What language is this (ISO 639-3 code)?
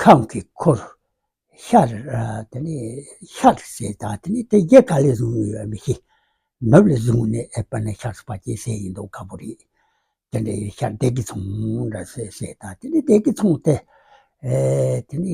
bod